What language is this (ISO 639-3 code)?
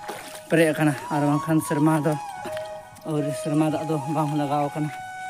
sat